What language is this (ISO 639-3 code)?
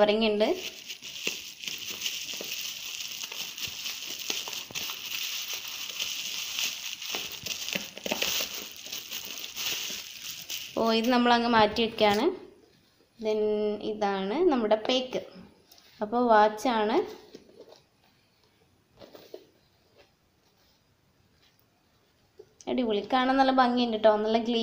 mal